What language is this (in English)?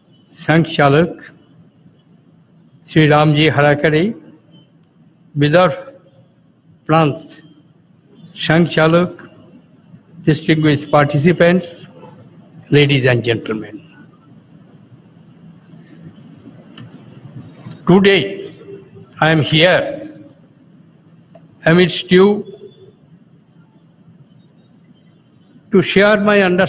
English